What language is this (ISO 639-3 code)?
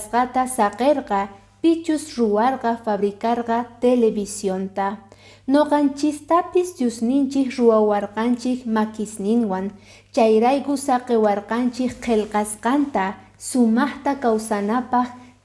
que